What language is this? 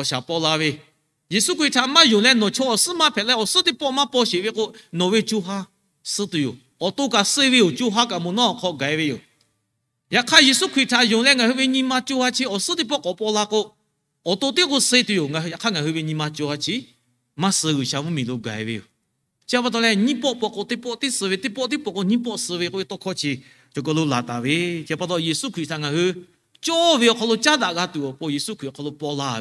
Lahu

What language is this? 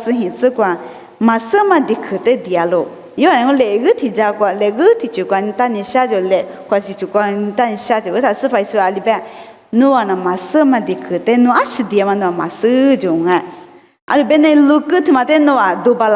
Lisu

